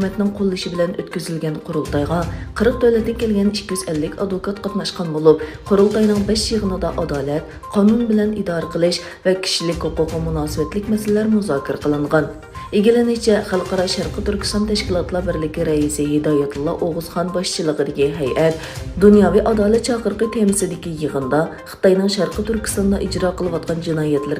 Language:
Uyghur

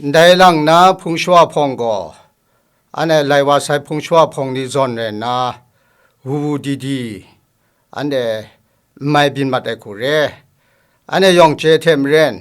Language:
Kachin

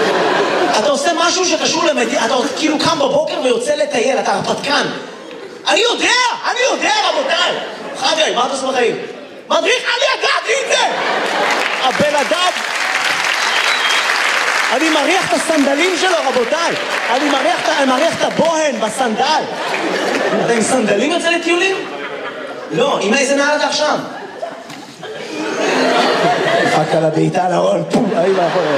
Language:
Hebrew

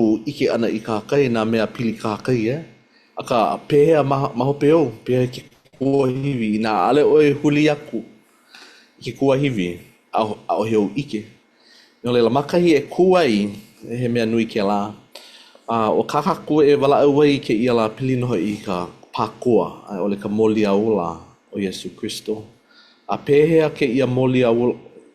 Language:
Hawaiian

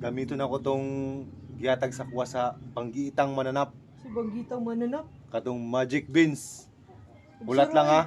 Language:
Cebuano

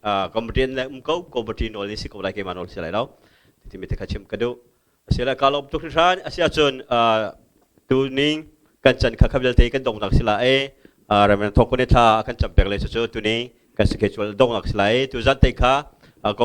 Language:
Hakha Chin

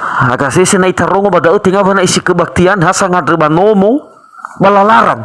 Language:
Nias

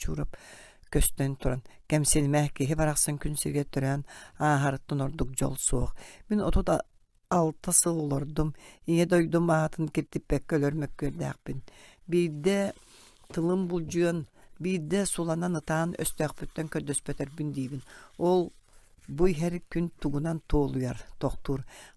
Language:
Yakut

